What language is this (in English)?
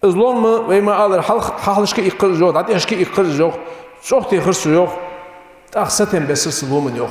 Ingush